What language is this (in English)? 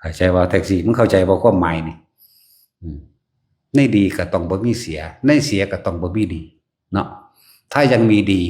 Northeastern Thai